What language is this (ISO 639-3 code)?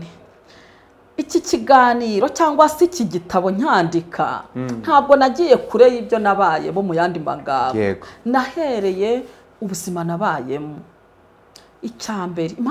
kin